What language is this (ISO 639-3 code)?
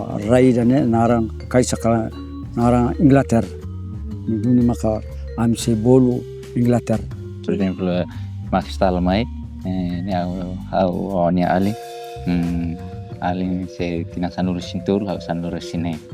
tet